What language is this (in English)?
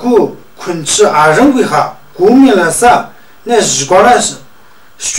Tu